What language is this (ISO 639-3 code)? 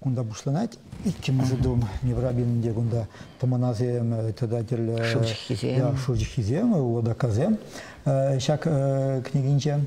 chv